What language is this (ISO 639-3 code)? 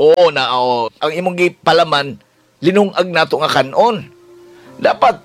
ceb